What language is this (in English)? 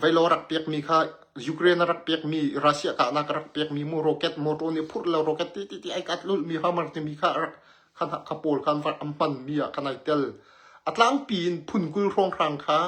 Hakha Chin